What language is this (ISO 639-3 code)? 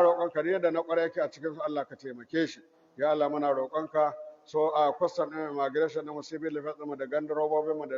hau